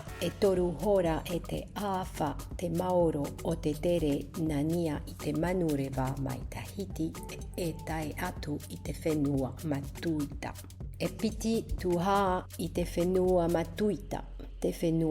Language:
Tahitian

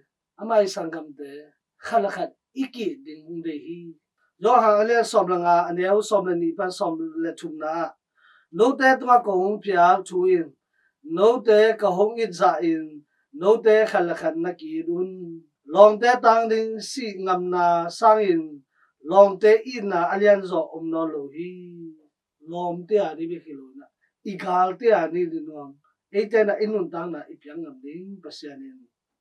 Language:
Tedim Chin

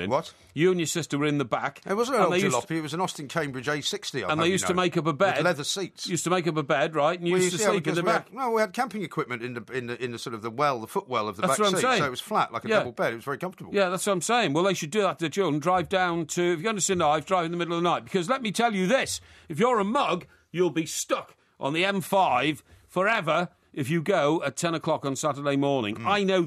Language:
English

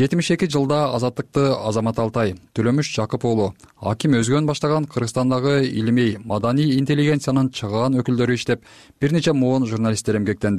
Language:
Kyrgyz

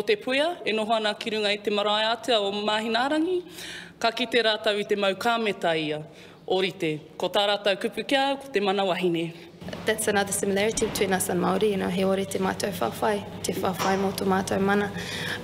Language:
Māori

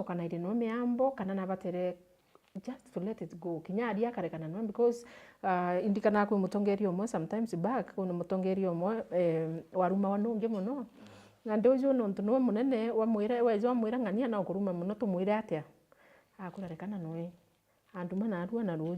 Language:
Meru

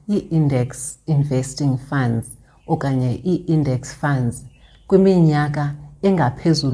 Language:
Xhosa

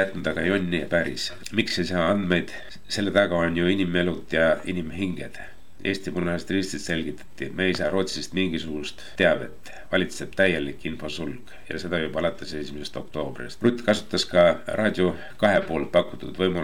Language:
Estonian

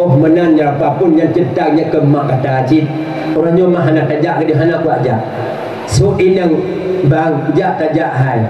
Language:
Achinese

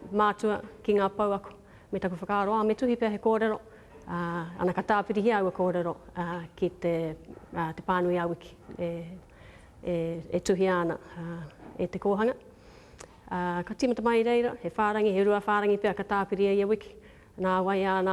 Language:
Māori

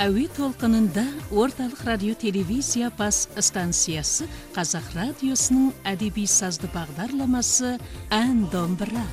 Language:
Kazakh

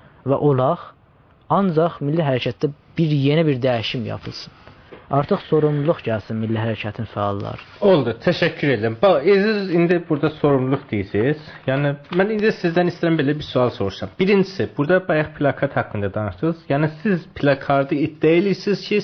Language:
South Azerbaijani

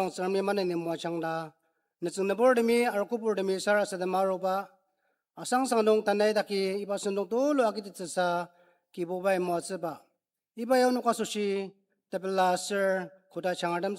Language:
Ao Naga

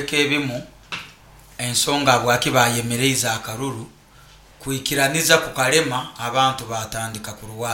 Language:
Nyoro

